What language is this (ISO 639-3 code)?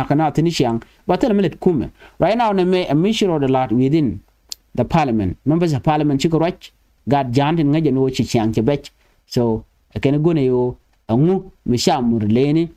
nus